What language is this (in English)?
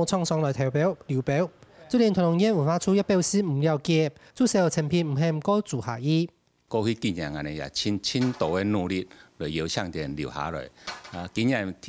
Hakka Chinese